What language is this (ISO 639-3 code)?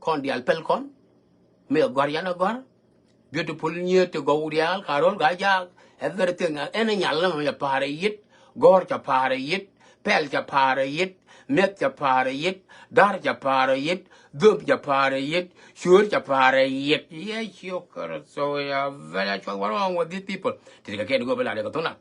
nus